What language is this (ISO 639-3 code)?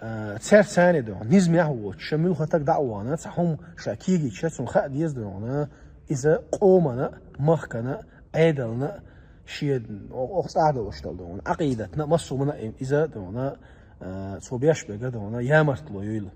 che